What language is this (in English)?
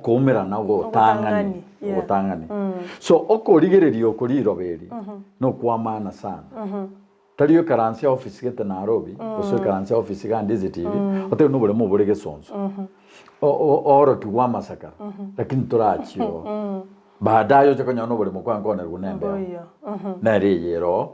Gusii